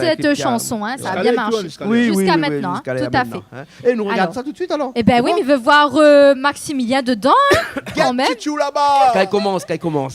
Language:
Réunion Creole French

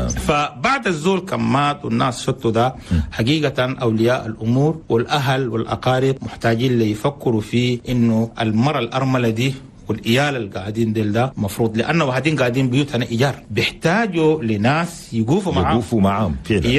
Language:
Chadian Arabic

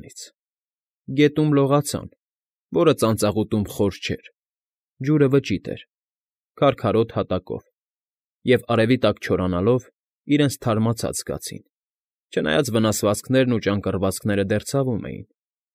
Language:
Armenian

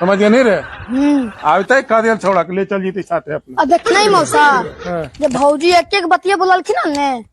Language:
Magahi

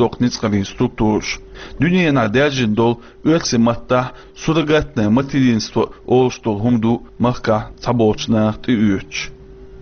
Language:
Chechen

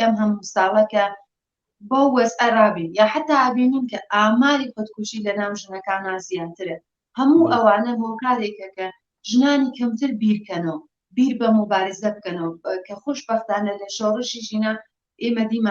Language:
Central Kurdish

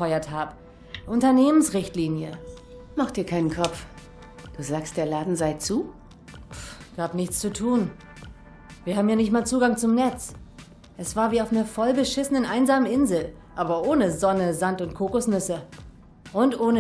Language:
Swiss German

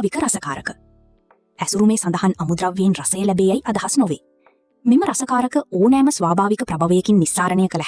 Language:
Sinhala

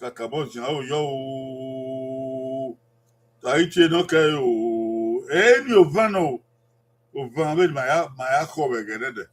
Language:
Bini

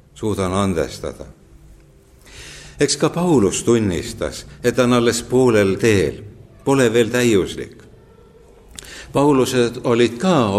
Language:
Estonian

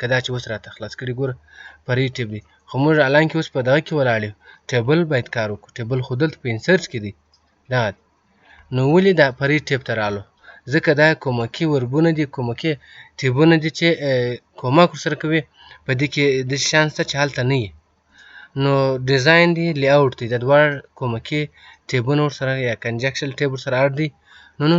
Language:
Pashto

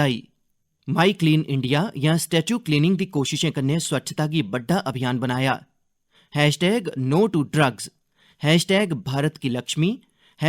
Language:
Dogri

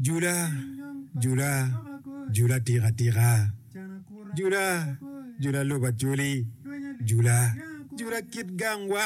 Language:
Acoli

